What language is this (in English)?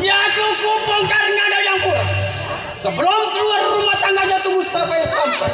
Betawi